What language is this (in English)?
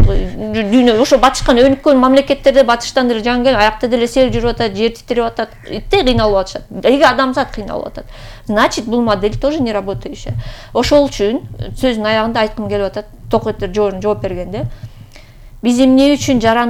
Kyrgyz